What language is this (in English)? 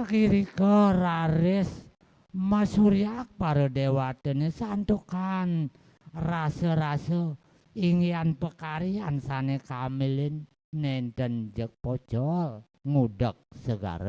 Balinese